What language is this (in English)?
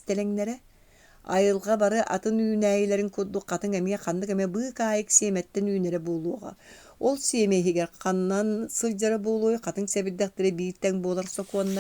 Yakut